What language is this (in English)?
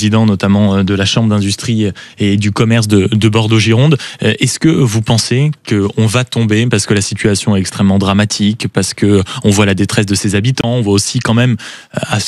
French